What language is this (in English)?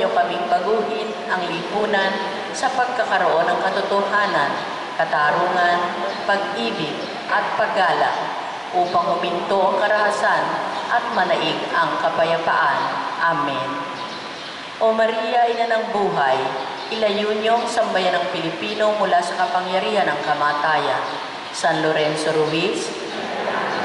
Filipino